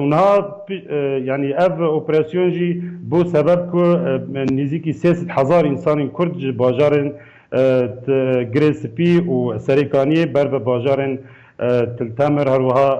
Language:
Kurdish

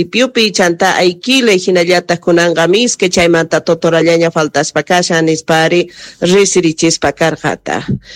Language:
South Bolivian Quechua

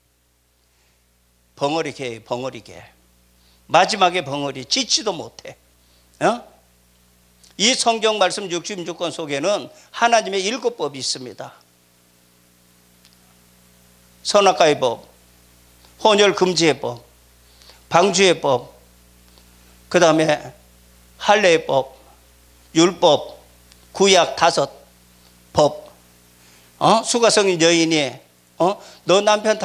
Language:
Korean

